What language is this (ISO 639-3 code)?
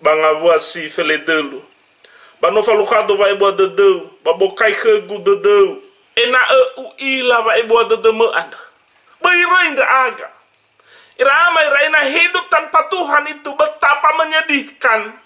nia